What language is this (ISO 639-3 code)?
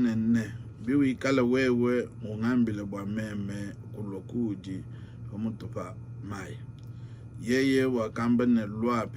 lua